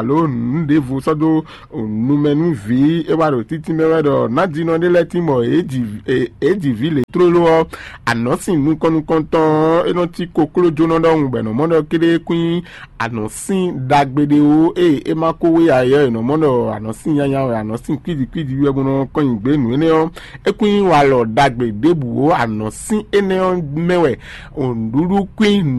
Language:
Fon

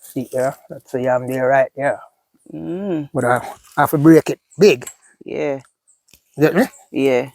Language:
Jamaican Creole English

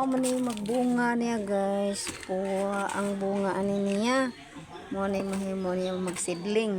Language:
Cebuano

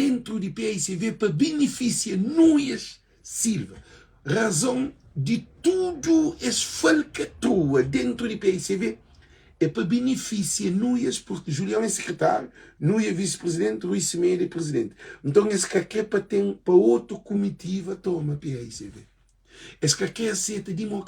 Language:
Kabuverdianu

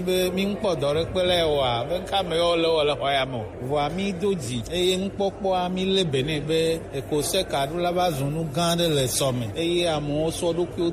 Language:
Gen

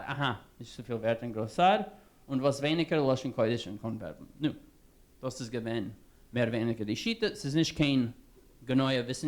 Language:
Yiddish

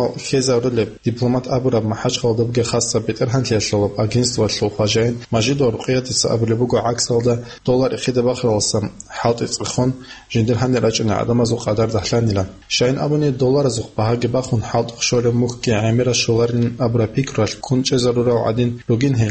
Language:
Avaric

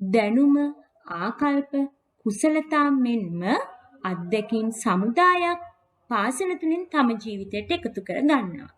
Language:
Sinhala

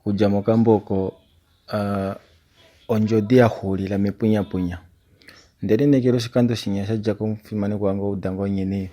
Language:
Kuanyama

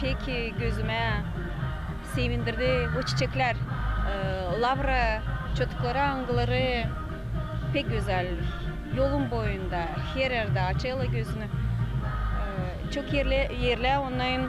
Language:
Gagauz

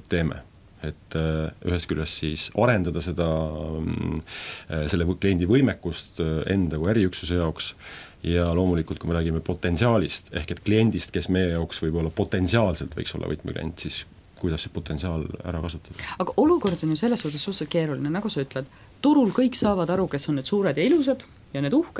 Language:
Estonian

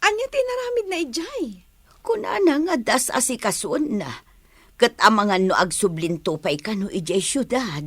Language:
Iloko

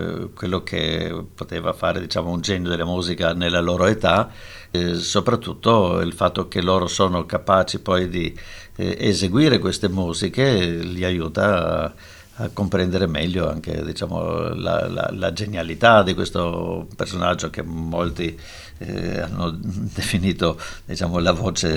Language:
Italian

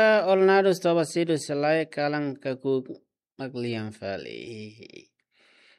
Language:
Tetum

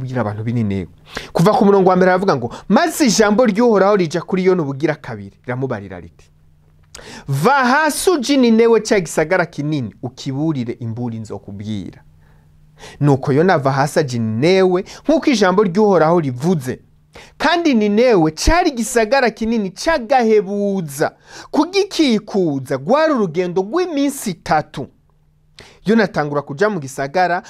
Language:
Rundi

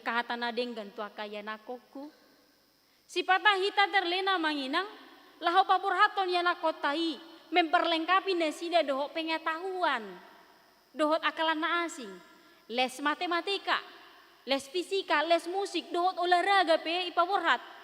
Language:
Batak Toba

